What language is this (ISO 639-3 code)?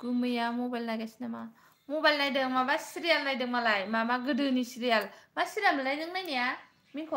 brx